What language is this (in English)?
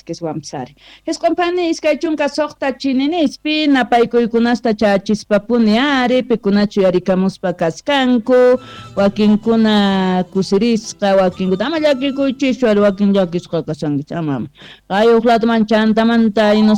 South Bolivian Quechua